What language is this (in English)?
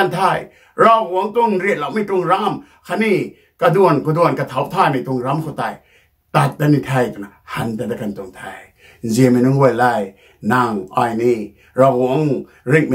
Rongmei Naga